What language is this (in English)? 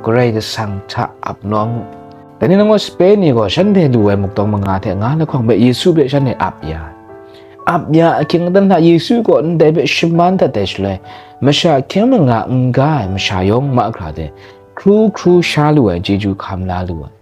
Kachin